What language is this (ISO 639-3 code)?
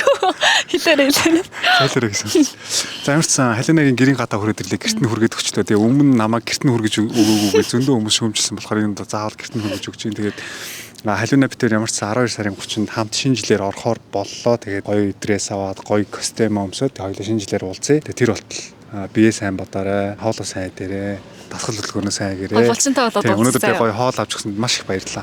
mon